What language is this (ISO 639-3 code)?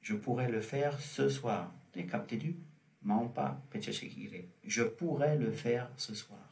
bod